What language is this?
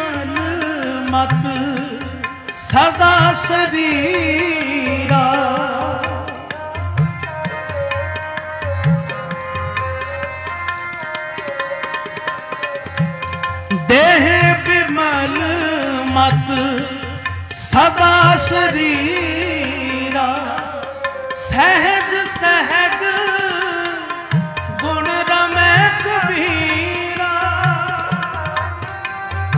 Punjabi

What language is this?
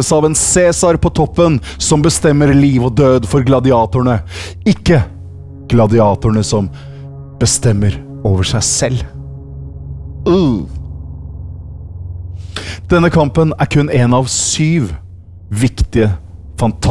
Norwegian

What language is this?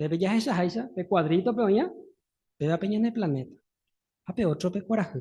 Guarani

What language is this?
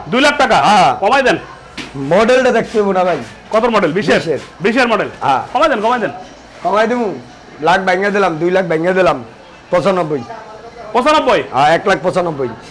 Bangla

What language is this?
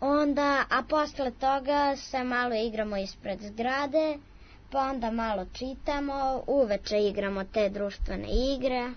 Serbian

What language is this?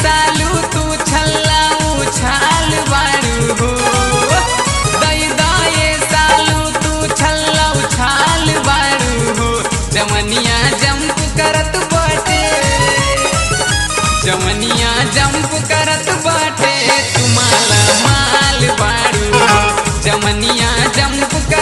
Bhojpuri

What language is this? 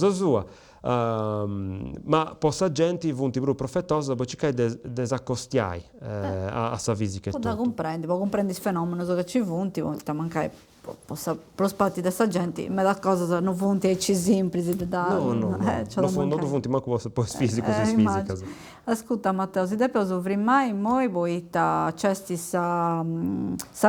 Sardinian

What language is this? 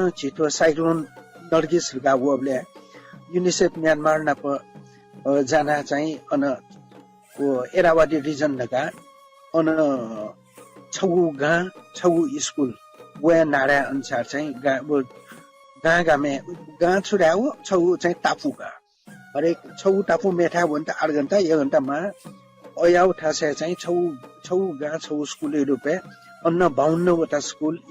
Newari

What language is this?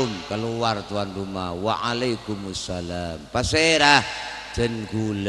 Madurese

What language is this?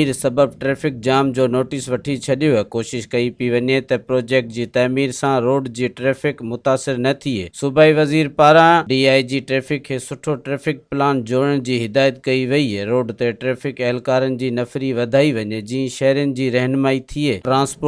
Sindhi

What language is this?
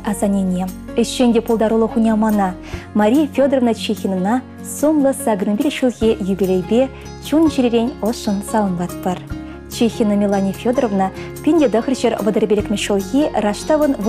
Chuvash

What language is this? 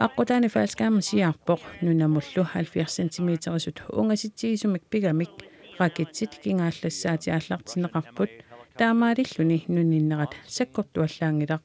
Kalaallisut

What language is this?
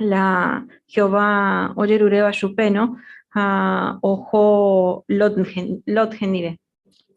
Guarani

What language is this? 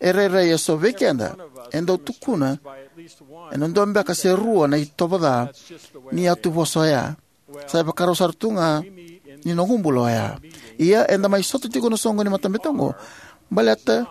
Fijian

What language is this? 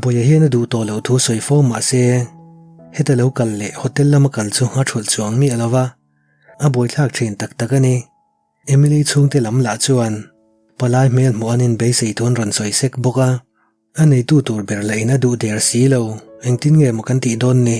Mizo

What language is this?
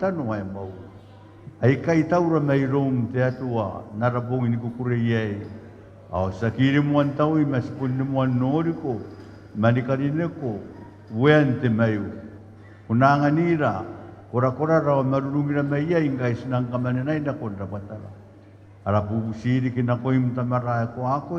Gilbertese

